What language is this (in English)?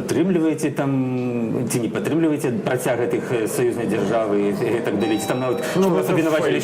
Belarusian